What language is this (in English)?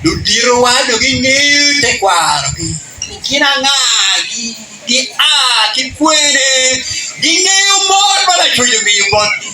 Acoli